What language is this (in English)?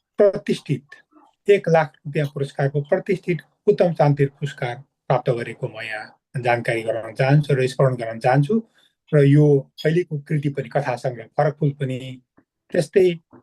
Nepali